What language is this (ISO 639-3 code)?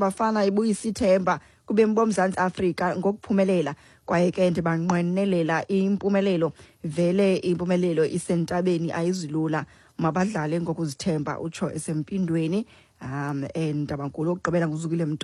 xho